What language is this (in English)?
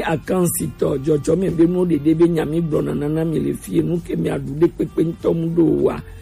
Gen